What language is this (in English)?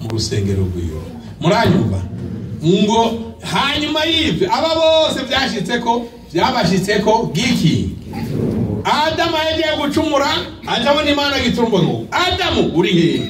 Rundi